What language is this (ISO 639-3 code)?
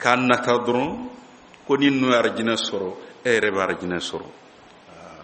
bam